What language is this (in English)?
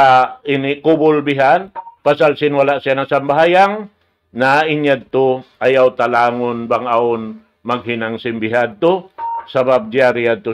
Tausug